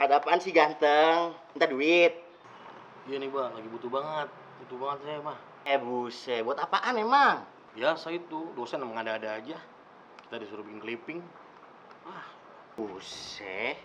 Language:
Betawi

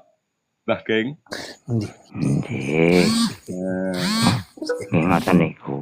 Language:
Javanese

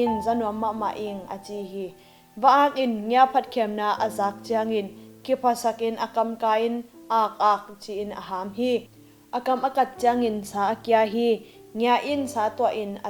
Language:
Tedim Chin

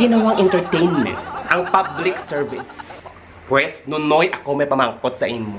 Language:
Hiligaynon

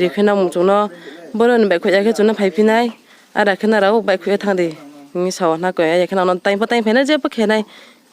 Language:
Riang (India)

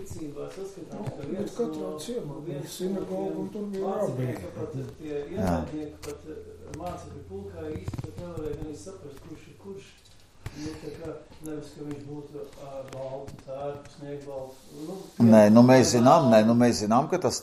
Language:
Latvian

